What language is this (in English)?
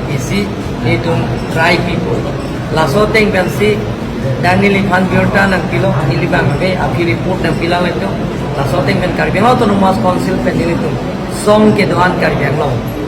Karbi